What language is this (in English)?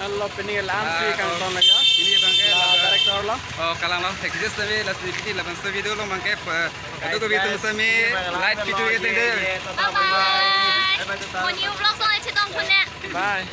Karbi